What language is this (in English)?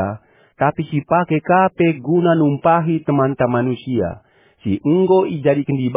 Batak Karo